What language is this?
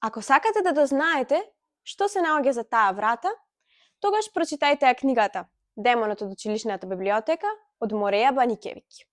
Macedonian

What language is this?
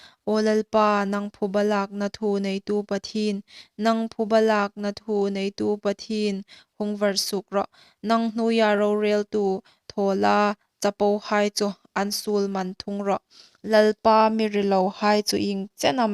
Hmar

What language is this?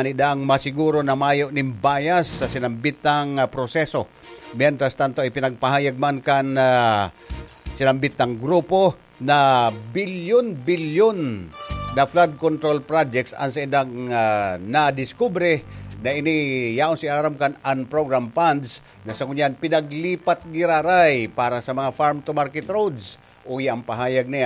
Bikol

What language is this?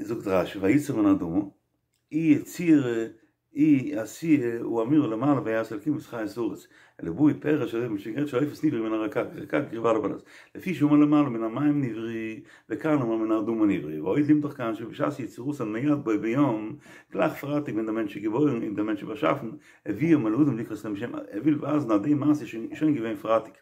Yiddish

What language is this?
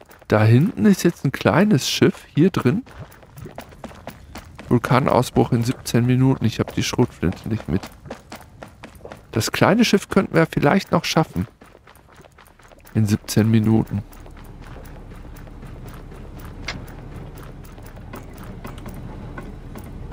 German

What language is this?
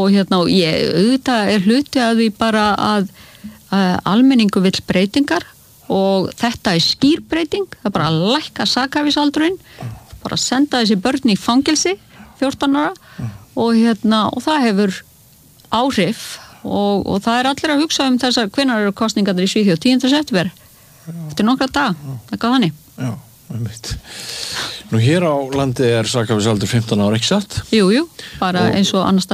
Icelandic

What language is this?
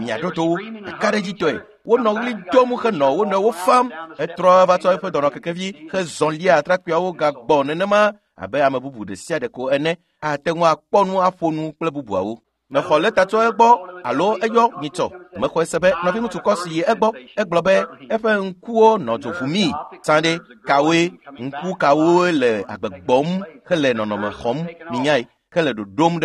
Ewe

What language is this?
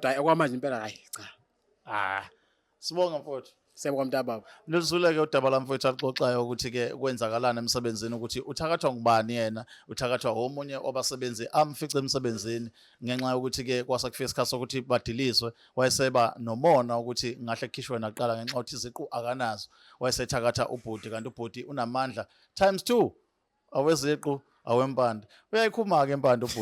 Zulu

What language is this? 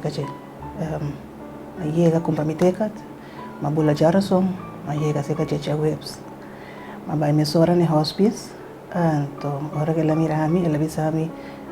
Papiamento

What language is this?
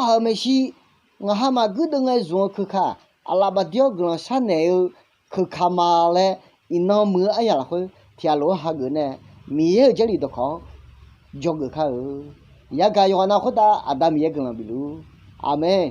Akha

